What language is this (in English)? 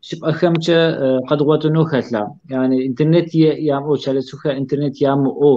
Kabardian